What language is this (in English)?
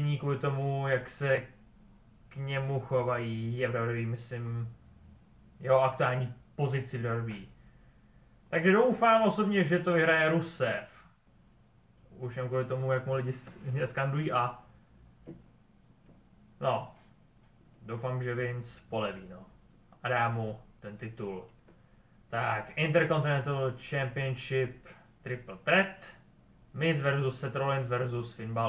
Czech